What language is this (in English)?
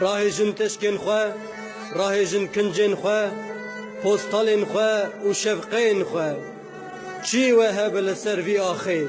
Kurdish